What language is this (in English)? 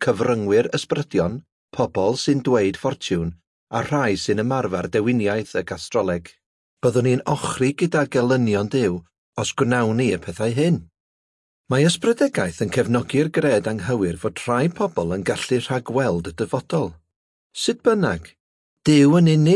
Welsh